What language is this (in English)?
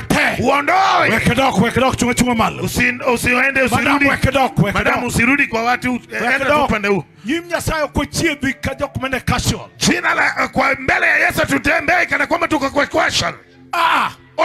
Luo (Kenya and Tanzania)